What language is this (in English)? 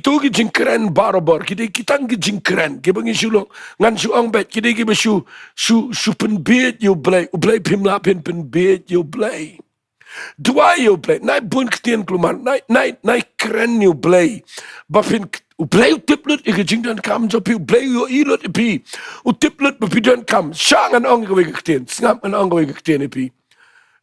Khasi